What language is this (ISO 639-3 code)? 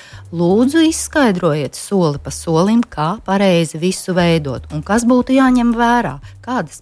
lav